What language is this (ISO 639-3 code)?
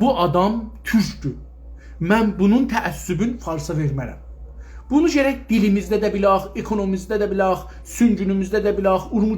azb